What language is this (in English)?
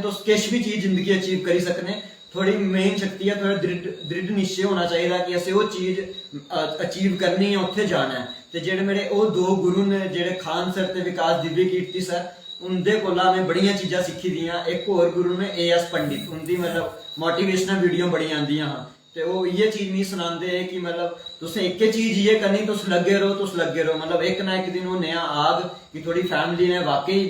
Dogri